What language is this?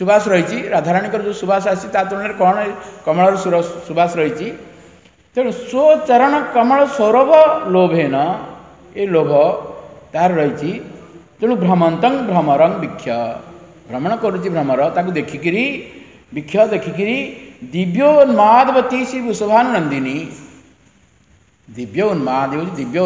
Odia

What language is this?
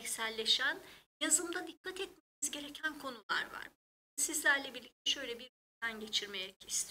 Turkish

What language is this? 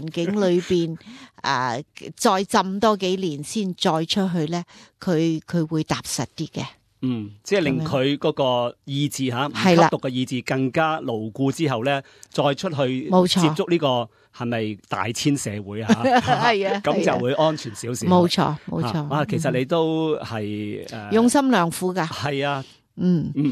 Cantonese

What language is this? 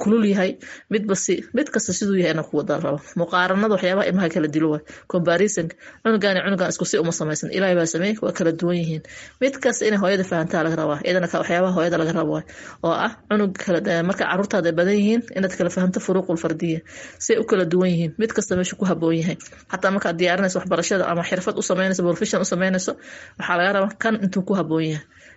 Somali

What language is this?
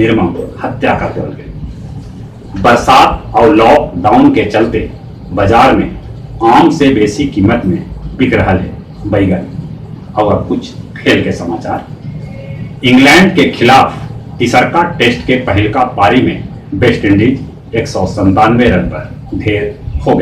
Magahi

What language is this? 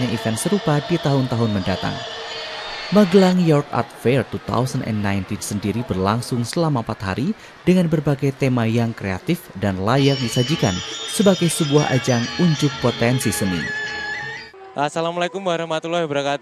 Indonesian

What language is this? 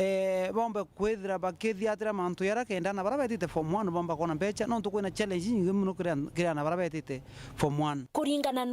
Meru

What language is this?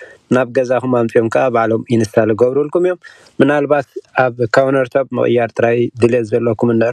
Tigrinya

